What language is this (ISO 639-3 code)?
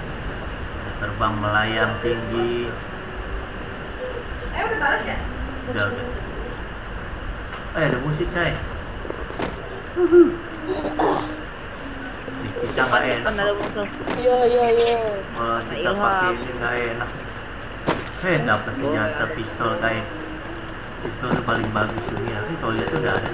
ind